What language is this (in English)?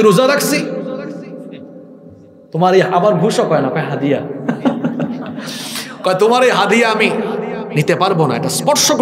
Bangla